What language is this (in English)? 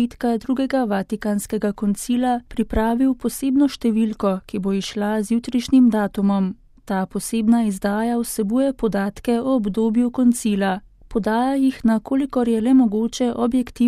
Slovenian